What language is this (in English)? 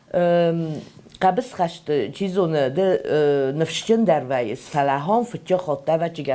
Ossetic